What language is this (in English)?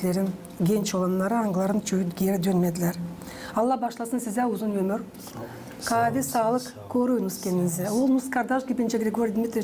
Gagauz